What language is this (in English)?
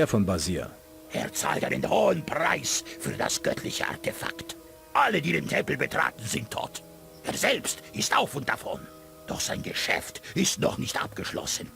Bavarian